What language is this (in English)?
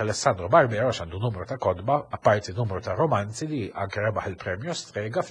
Maltese